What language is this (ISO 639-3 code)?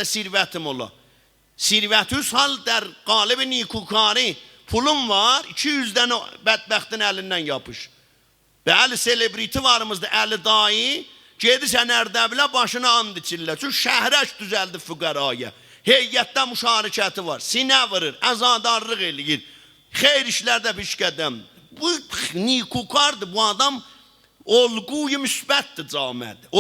azb